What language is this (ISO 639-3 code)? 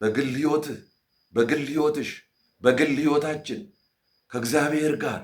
amh